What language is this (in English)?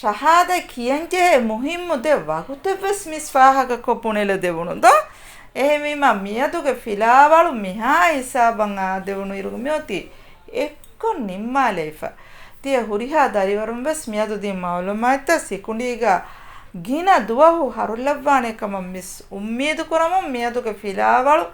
Divehi